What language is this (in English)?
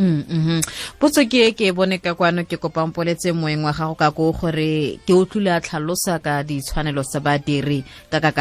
Tswana